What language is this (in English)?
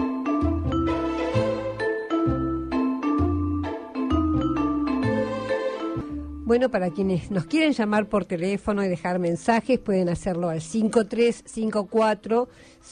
Spanish